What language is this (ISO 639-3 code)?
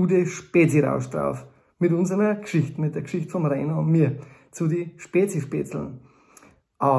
bar